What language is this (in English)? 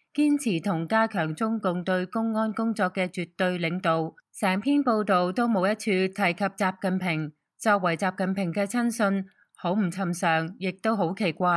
Cantonese